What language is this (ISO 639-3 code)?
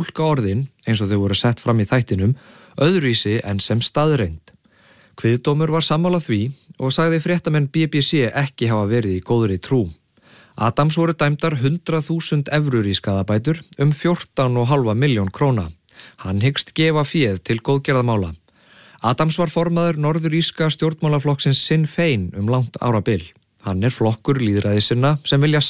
isl